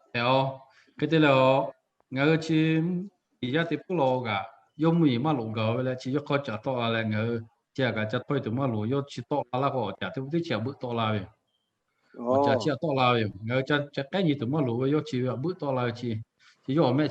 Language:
Lahu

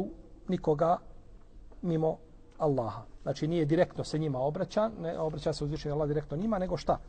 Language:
Bosnian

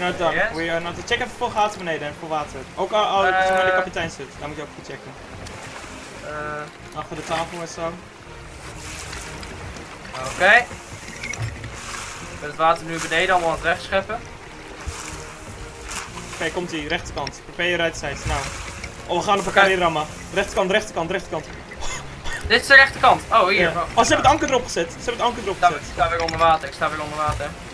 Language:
Dutch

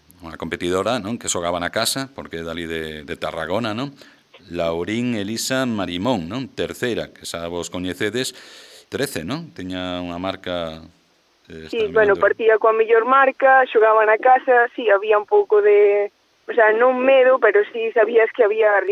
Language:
Galician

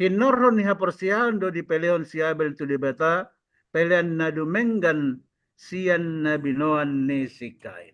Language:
Batak Toba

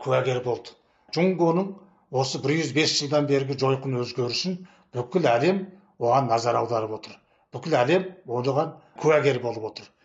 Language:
Kazakh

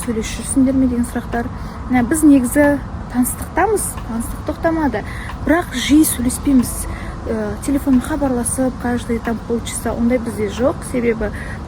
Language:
Kazakh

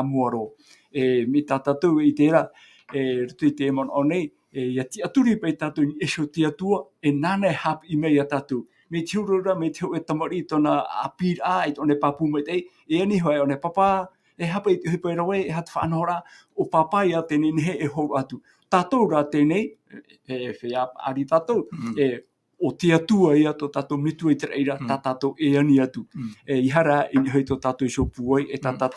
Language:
Tahitian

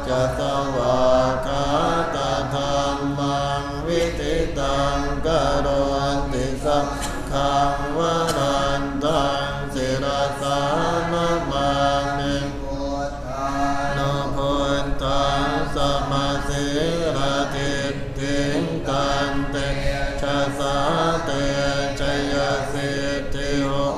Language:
Pali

